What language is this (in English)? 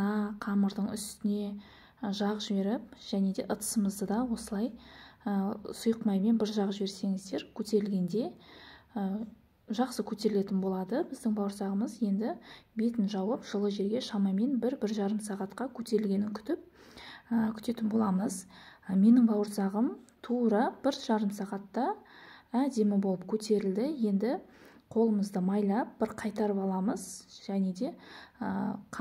Kazakh